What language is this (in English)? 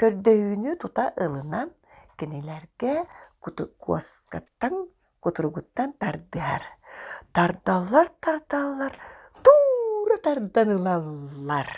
Yakut